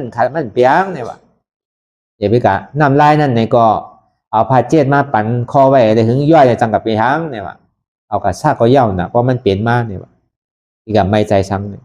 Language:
Shan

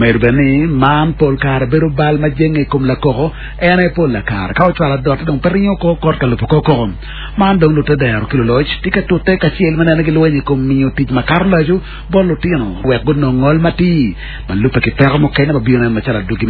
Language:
Acoli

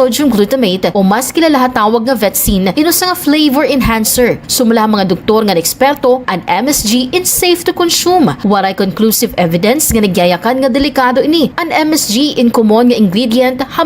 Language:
Waray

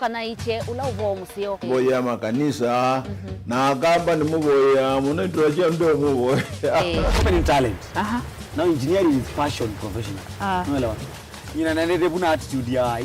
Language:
Kamba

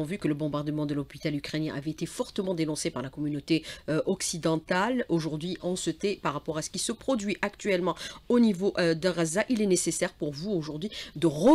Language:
French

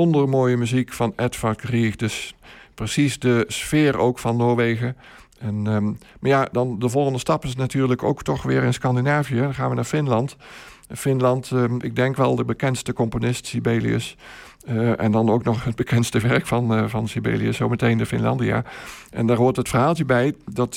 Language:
Dutch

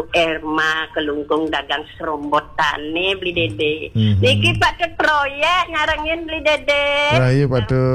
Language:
Balinese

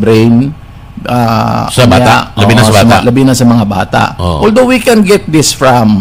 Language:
Cebuano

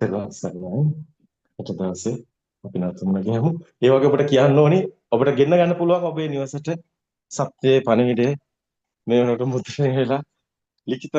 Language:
Sinhala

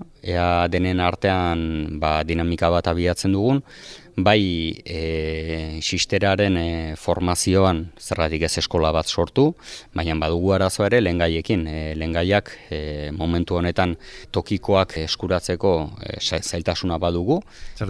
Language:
Basque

